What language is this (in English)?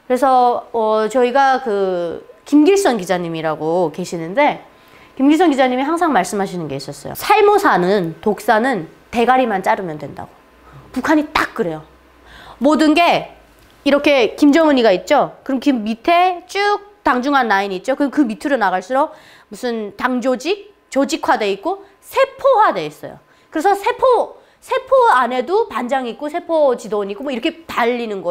Korean